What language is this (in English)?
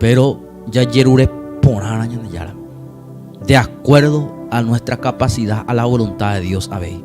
Guarani